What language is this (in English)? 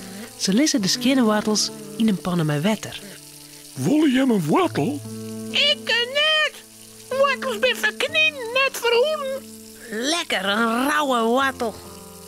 Western Frisian